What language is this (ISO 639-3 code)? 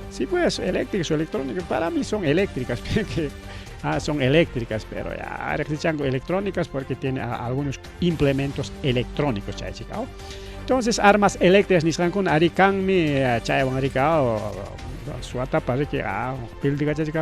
quy